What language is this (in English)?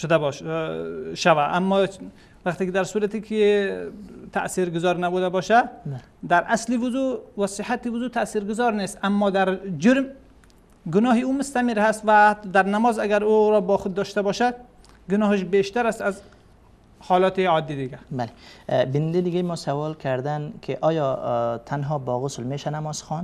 Persian